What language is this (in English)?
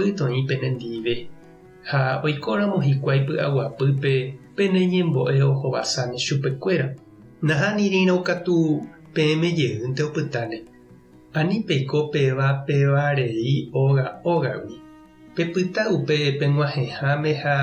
Guarani